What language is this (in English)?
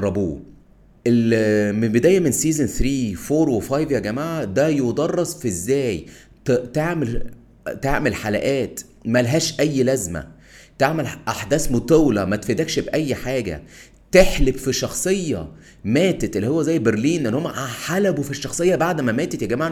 Egyptian Arabic